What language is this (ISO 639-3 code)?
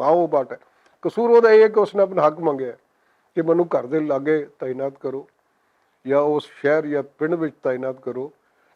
lah